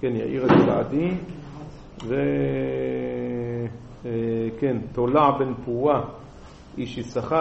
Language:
Hebrew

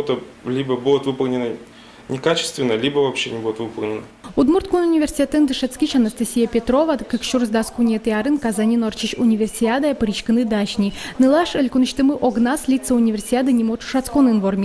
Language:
Udmurt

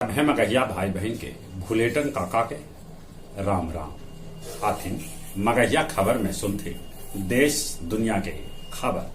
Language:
Magahi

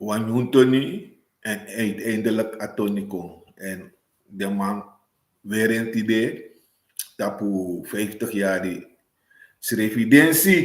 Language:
Sranan Tongo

